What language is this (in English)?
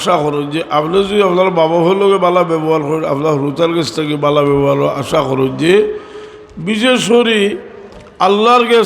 Sylheti